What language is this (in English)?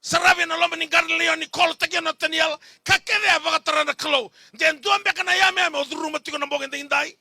Fijian